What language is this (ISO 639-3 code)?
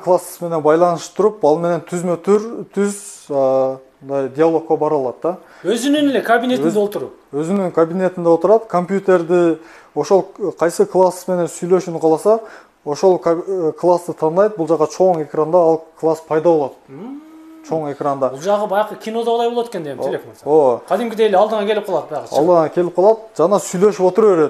kir